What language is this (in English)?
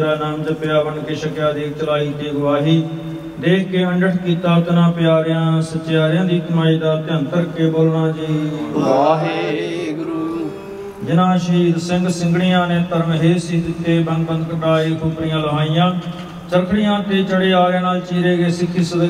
Punjabi